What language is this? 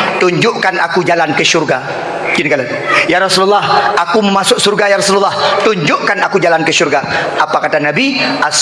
Achinese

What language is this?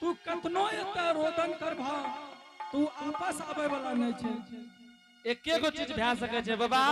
Angika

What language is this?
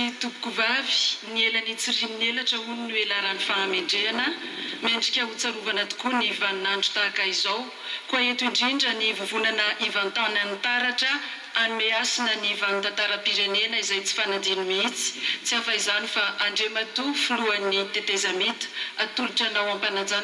Malagasy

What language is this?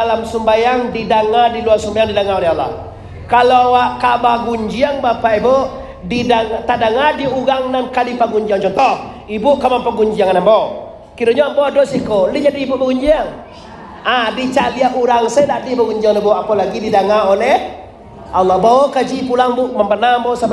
Minangkabau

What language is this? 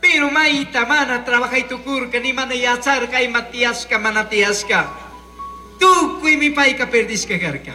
Chimborazo Highland Quichua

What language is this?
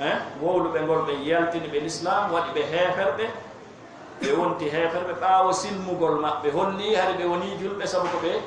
Fula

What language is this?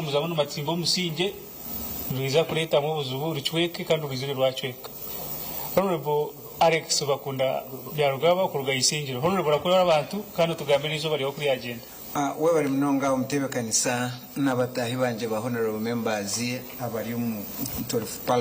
Nyankole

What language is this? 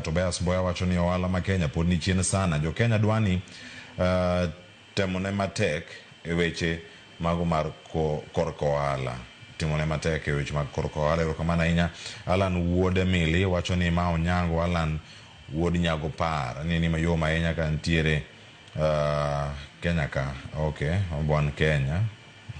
Luo (Kenya and Tanzania)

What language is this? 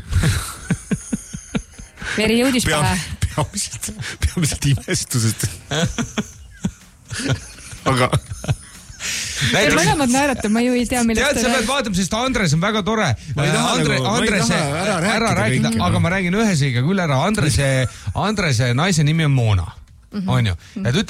Estonian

